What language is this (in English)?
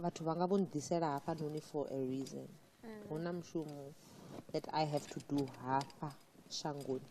Venda